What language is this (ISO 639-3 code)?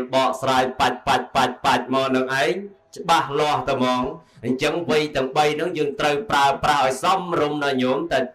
khm